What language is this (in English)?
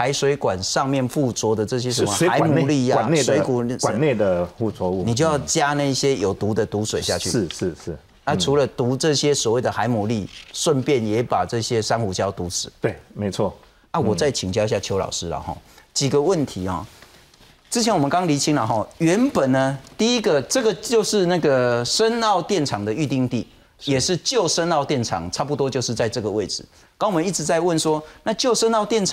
Chinese